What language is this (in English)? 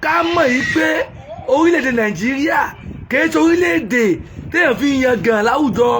Yoruba